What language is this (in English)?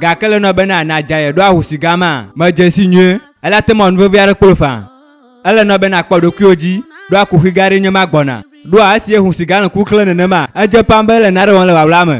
Ewe